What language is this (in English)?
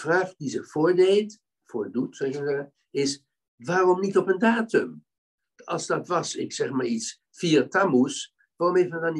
Dutch